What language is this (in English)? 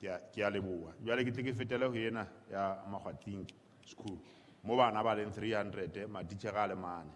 Southern Sotho